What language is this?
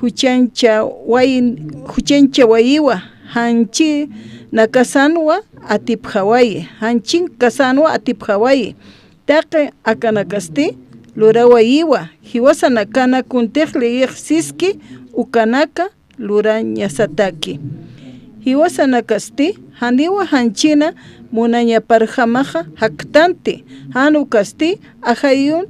Aymara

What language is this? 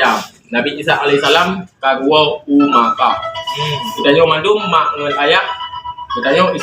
Achinese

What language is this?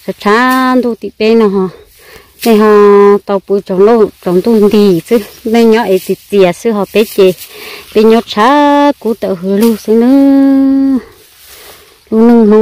Vietnamese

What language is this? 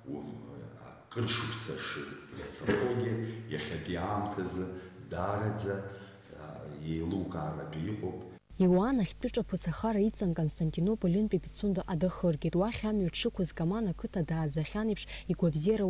Abkhazian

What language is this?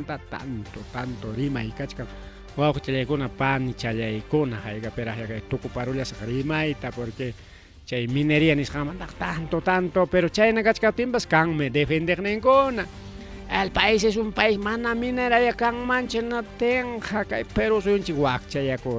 Ayacucho Quechua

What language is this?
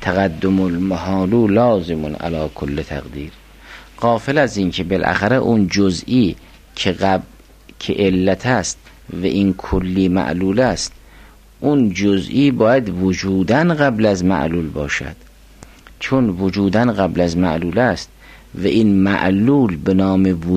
Persian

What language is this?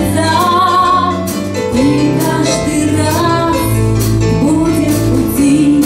Russian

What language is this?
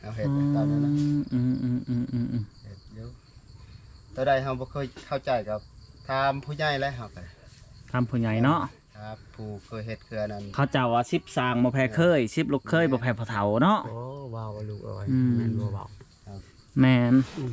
Lao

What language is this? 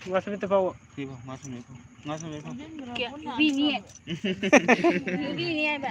Manipuri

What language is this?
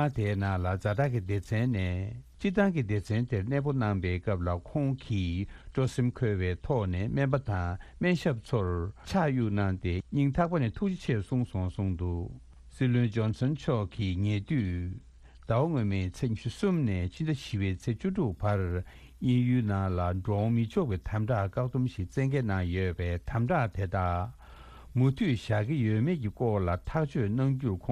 Tibetan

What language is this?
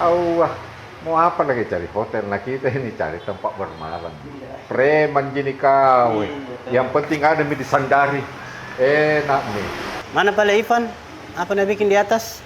Makassar Malay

